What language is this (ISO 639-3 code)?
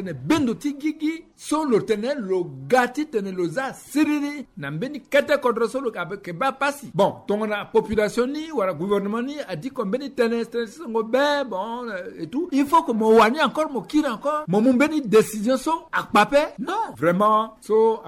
sag